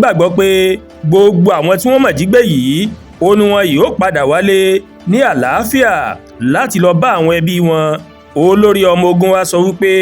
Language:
Yoruba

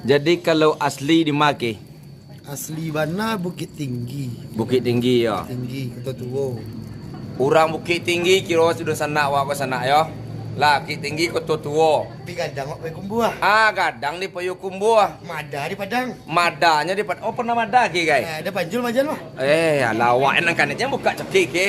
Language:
Minangkabau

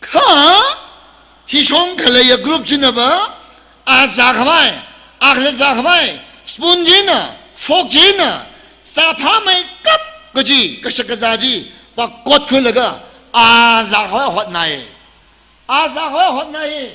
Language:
Tangkhul Naga (India)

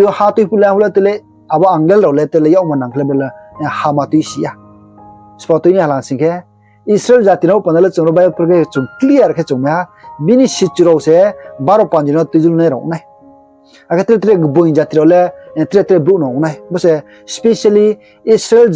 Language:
Riang (India)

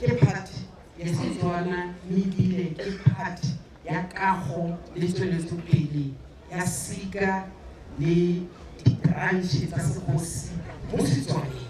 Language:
Tswana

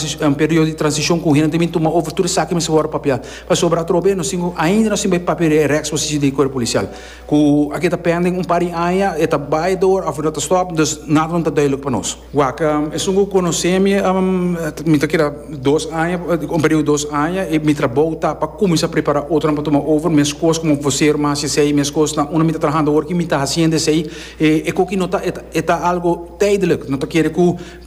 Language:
Papiamento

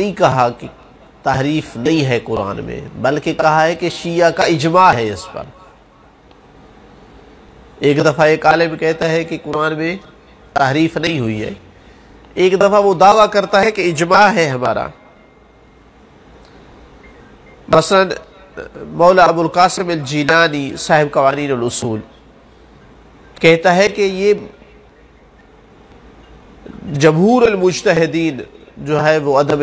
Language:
Urdu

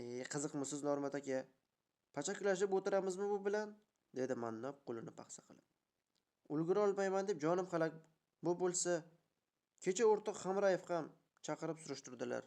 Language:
Uzbek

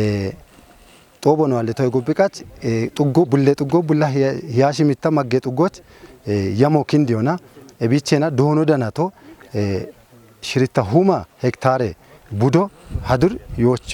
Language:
Kafa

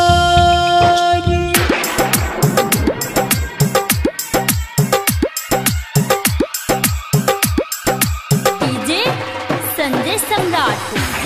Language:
Maithili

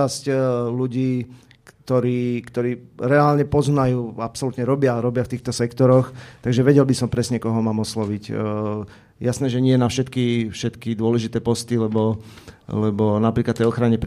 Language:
Slovak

